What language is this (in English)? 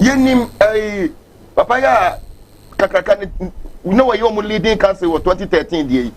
Akan